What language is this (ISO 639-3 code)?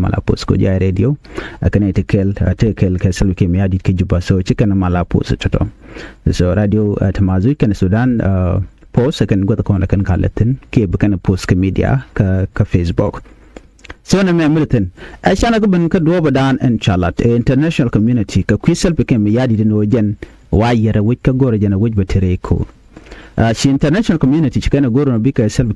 nus